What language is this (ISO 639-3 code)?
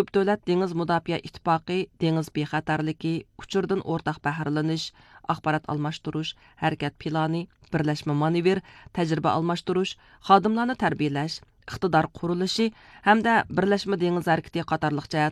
uig